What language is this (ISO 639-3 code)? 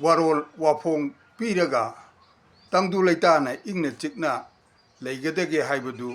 mni